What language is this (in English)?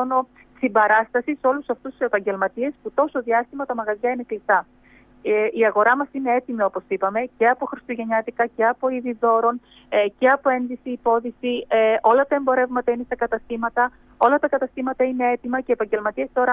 Greek